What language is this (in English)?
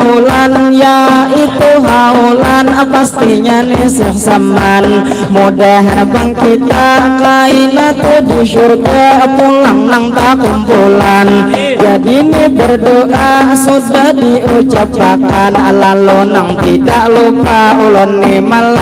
Banjar